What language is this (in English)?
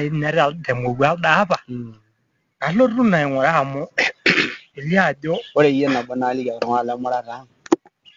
Masai